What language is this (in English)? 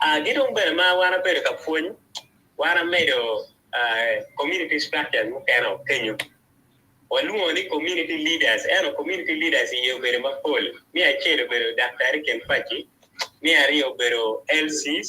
Acoli